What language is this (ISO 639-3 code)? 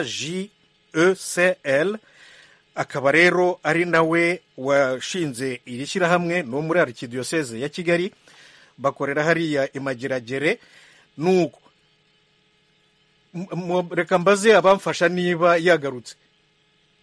kin